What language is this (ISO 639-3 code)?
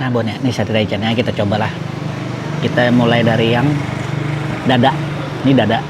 bjn